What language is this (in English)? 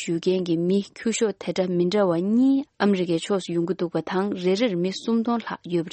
Tibetan